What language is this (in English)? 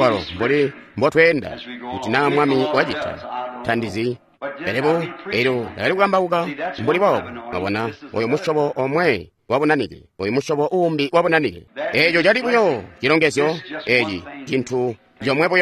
Tonga (Zambia)